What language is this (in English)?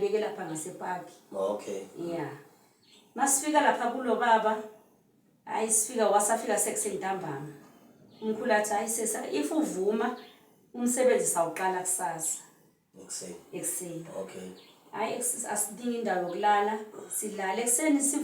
Zulu